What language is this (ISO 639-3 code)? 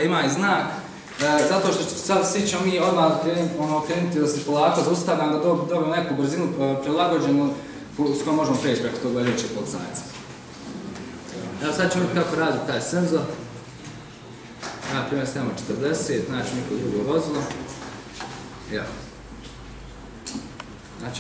bos